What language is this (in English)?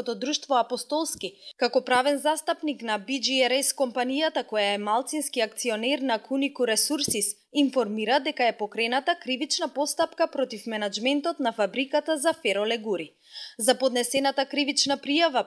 Macedonian